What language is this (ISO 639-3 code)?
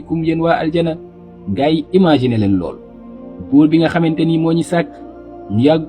wol